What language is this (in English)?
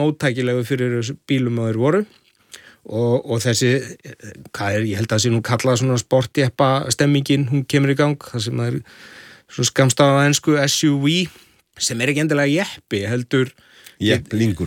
Icelandic